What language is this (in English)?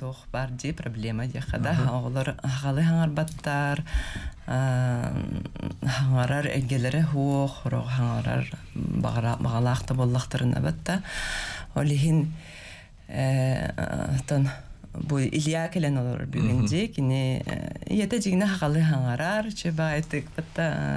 Yakut